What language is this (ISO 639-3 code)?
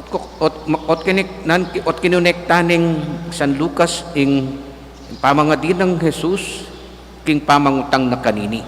pam